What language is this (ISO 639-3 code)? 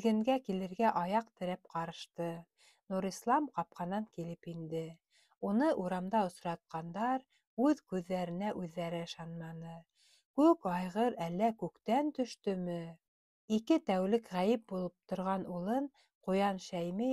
bak